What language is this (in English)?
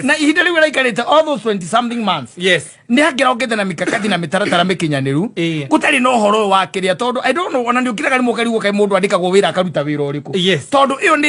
Kikuyu